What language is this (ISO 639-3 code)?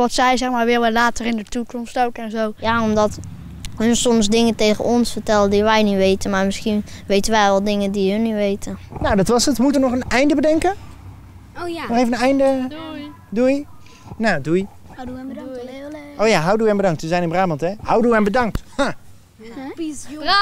nld